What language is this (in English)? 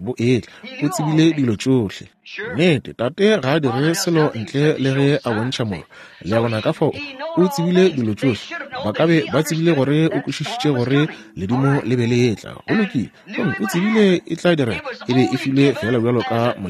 Northern Sotho